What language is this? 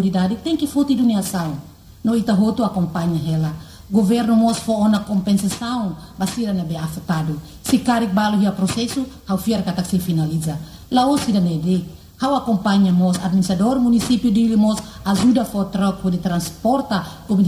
Tetum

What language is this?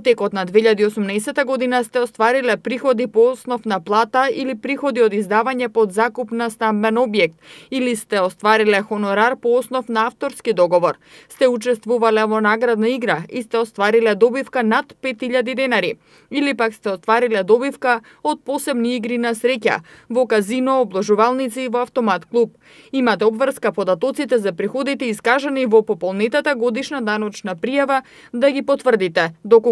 Macedonian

